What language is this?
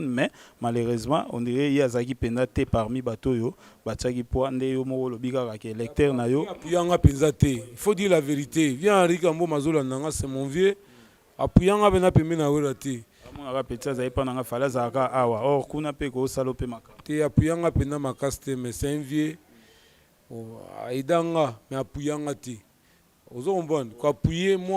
Lingala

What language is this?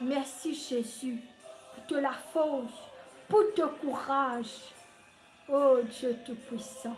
Morisyen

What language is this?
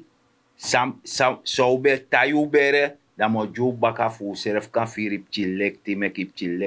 Sranan Tongo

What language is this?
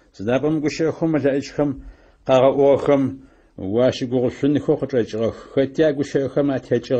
Adyghe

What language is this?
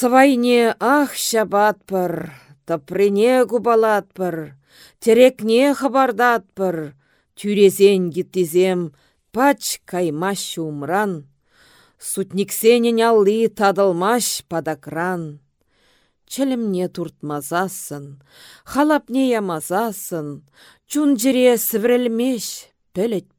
Chuvash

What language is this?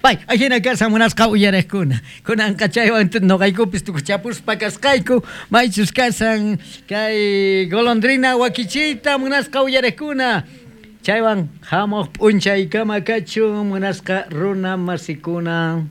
South Bolivian Quechua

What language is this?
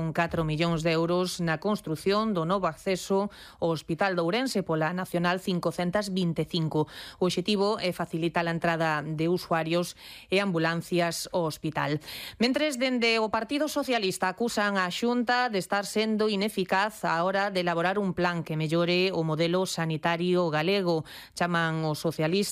Galician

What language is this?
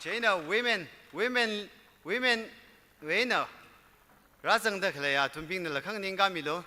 Tangkhul Naga (India)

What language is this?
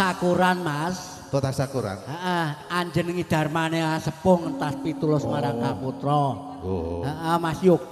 Javanese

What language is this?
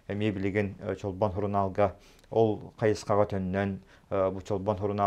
Yakut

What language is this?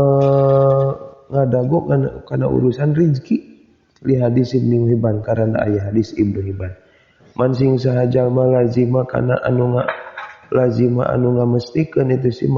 Sundanese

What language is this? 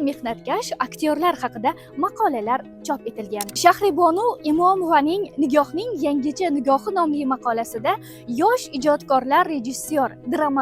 Uzbek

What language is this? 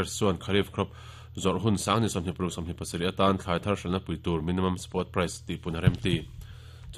Mizo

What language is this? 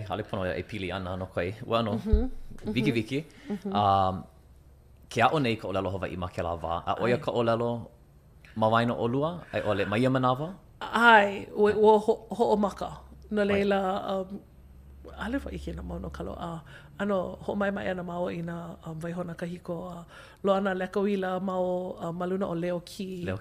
Hawaiian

